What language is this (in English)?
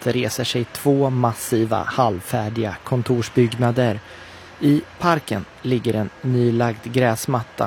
Swedish